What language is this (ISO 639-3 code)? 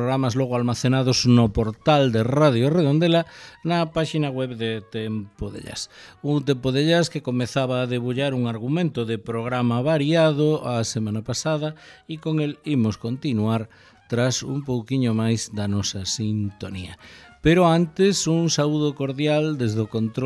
glg